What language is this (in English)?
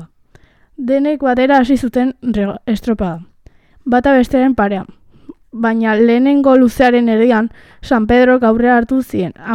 Basque